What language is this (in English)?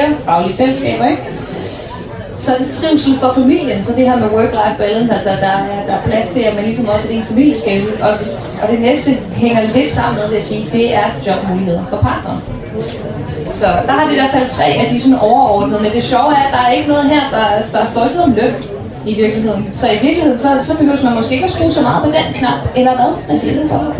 Danish